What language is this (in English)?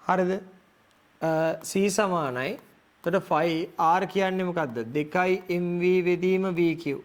Sinhala